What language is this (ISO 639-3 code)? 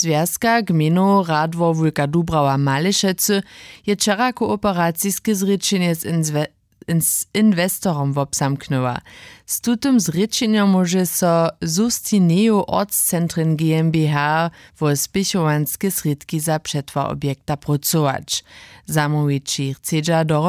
hsb